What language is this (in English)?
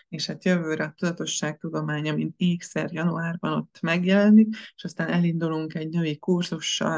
Hungarian